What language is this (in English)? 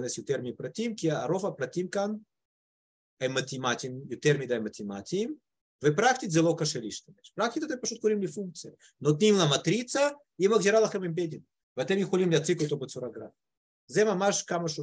Hebrew